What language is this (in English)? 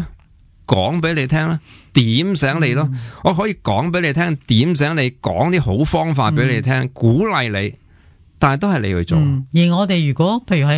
Cantonese